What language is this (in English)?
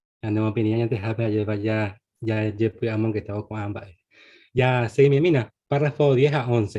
Guarani